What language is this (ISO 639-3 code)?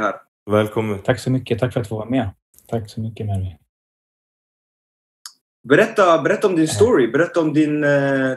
swe